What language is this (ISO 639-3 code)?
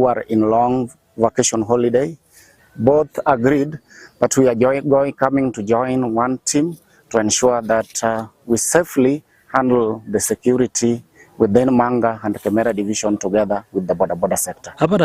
guz